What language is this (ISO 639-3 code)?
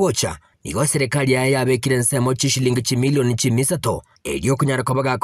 guz